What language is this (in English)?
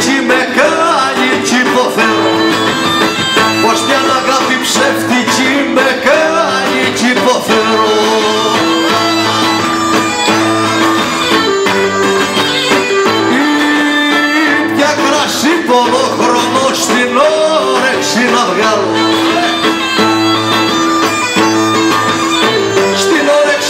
Greek